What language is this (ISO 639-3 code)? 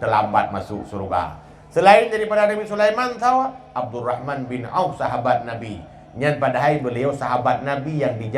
ace